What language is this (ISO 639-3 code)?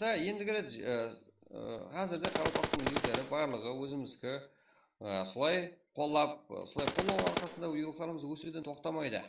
kaa